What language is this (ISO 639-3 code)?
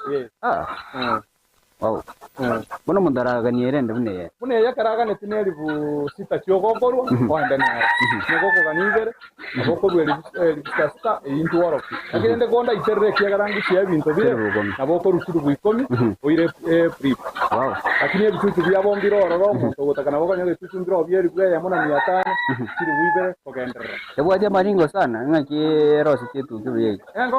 guz